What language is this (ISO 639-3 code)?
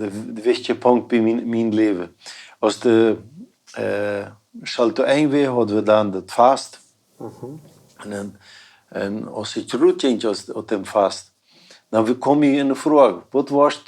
pdt